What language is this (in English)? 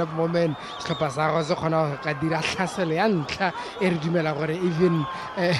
Tswana